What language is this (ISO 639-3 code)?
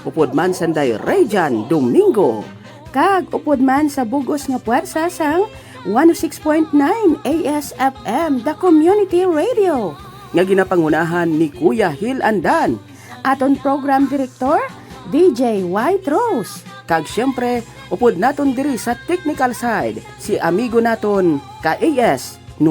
hil